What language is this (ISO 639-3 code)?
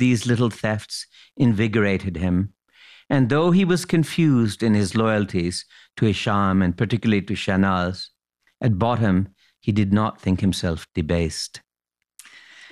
eng